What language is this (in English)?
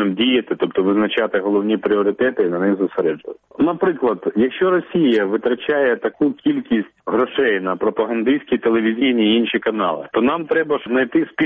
Ukrainian